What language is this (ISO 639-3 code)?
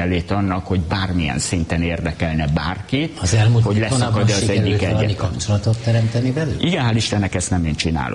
hun